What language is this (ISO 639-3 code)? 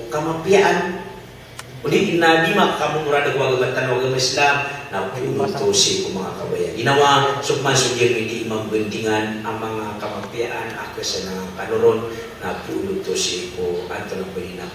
mrw